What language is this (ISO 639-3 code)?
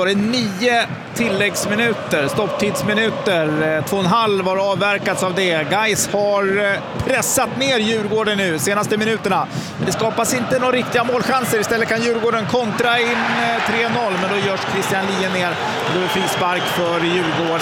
swe